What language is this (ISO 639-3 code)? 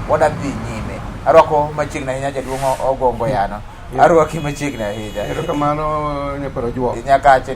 luo